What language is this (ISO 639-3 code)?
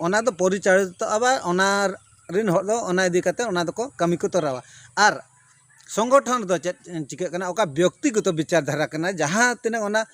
sat